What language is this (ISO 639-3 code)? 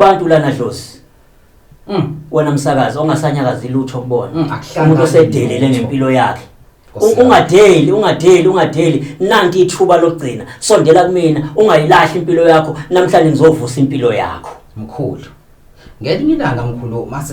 zul